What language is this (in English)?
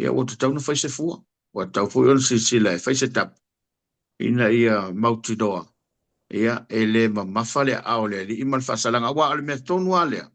Samoan